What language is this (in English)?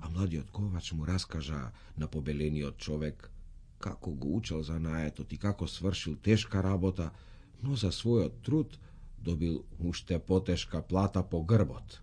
Macedonian